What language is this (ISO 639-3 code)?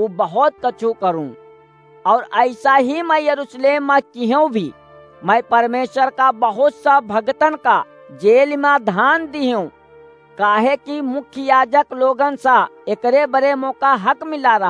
awa